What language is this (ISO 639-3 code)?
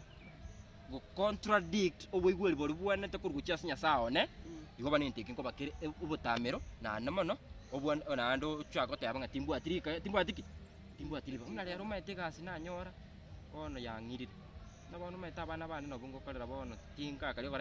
guz